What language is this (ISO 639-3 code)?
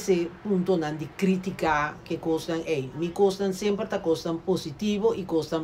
pap